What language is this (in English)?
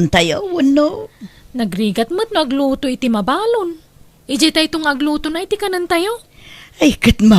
Iloko